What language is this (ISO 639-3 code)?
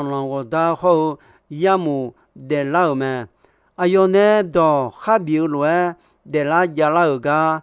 ahk